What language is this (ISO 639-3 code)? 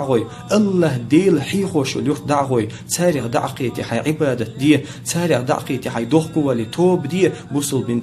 che